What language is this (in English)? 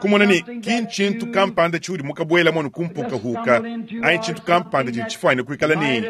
Luba-Lulua